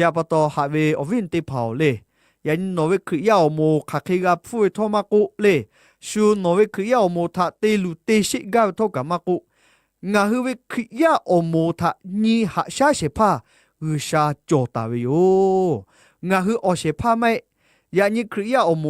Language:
Lahu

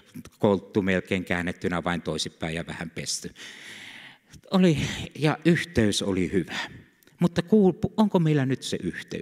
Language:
Finnish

